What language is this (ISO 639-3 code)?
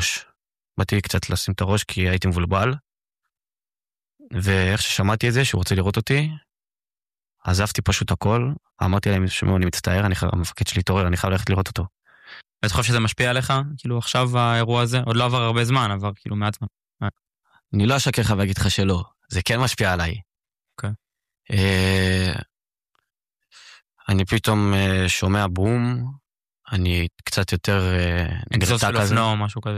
heb